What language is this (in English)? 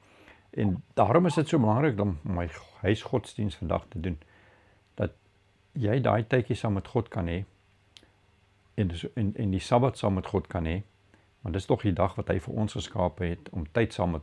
Afrikaans